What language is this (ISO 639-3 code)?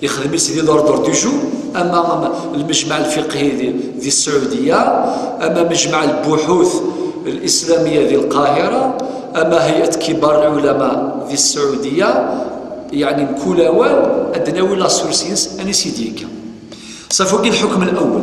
kab